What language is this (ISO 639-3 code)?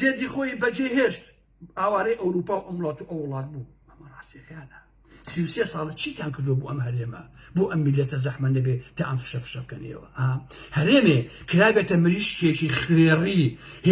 ckb